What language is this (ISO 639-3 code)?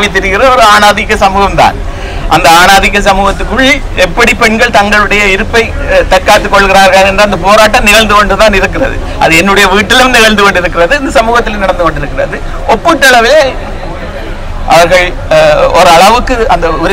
tam